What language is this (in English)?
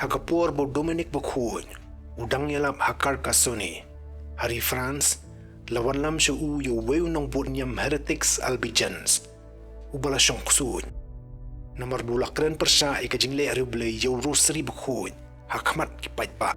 Khasi